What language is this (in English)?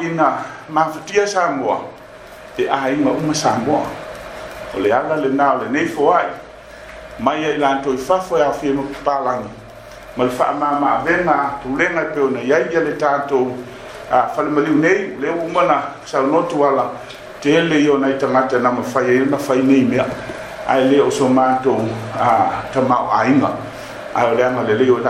Samoan